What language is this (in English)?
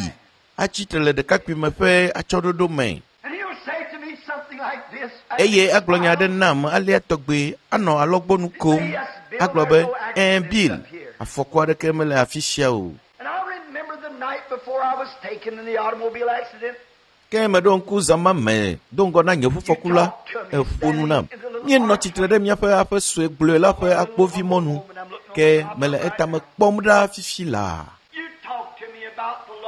Ewe